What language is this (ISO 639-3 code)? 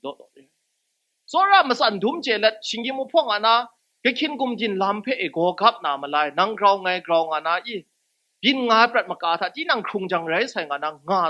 kac